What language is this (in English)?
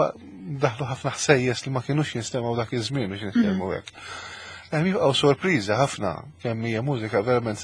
Maltese